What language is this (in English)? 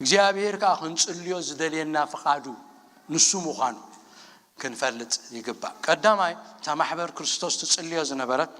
Tigrinya